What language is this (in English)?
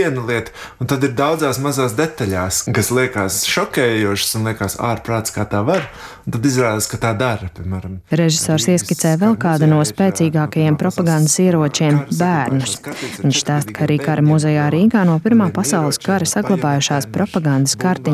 Latvian